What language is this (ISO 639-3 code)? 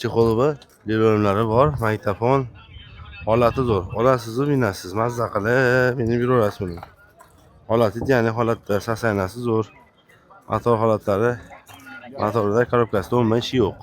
uzb